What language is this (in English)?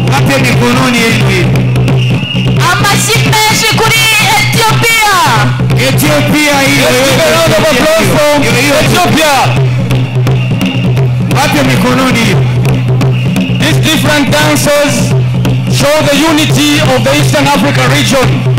Kinyarwanda